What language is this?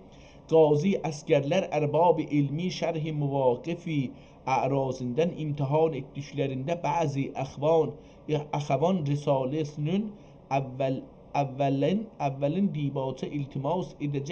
South Azerbaijani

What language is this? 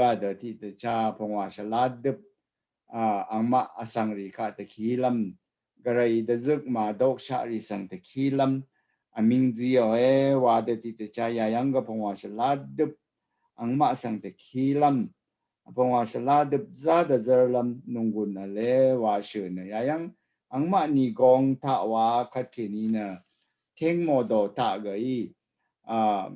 Rawang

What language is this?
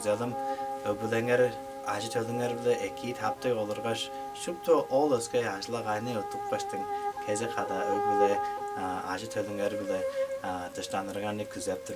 Tuvinian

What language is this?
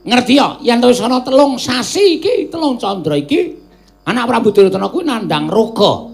Javanese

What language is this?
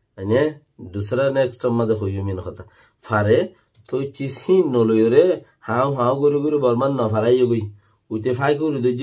Rohingya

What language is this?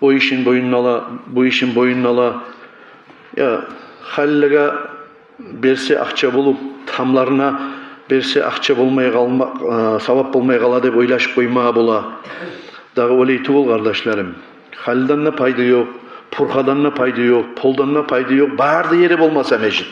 Kumyk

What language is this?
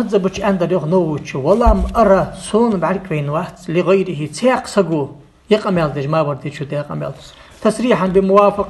Ingush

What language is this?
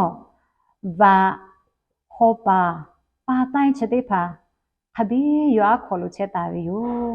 Lahu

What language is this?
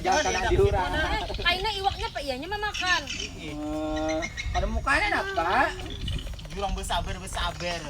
Banjar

